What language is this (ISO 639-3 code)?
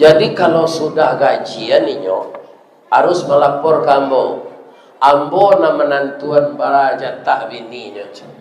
min